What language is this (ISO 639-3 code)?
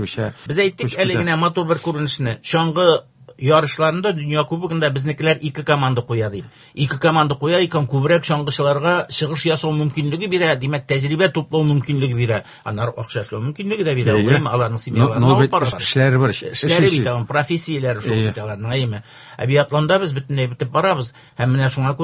tat